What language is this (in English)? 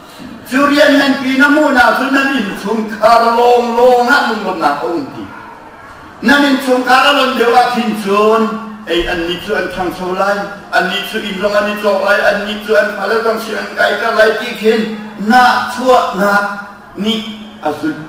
Hakha Chin